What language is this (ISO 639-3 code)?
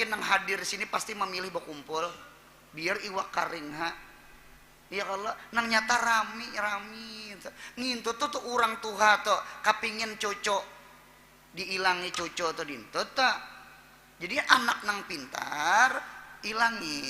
bjn